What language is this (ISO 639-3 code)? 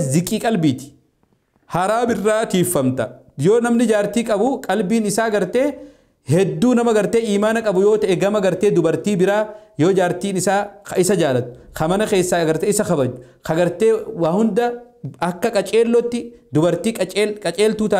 orm